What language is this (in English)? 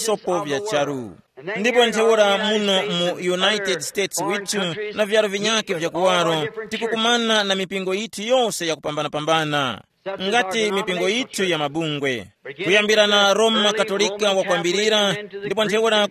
Tumbuka